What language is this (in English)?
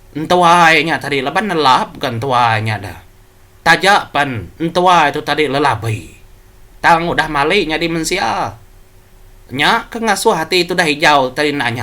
Iban